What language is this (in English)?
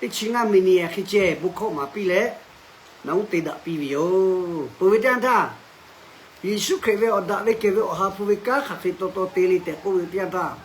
Lahu